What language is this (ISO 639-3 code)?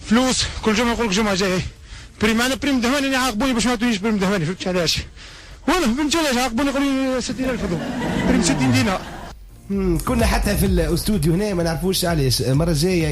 aeb